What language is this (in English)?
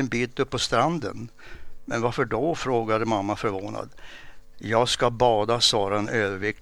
Swedish